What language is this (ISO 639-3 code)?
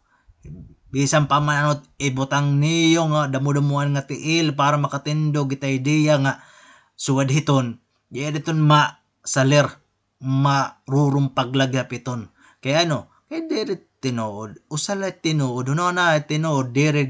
war